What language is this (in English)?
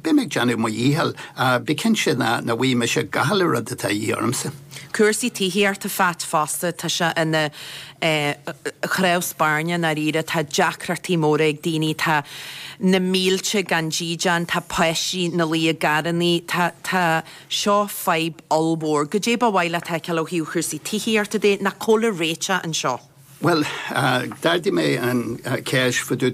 Irish